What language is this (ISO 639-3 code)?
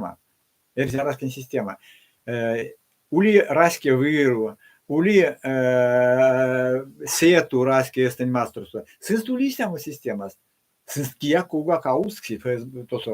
myv